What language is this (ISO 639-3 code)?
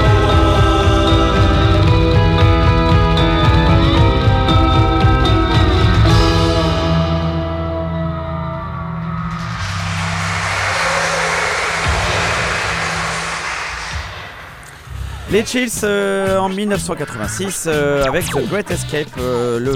fra